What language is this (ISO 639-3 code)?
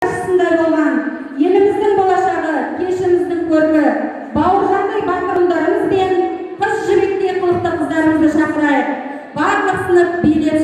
kaz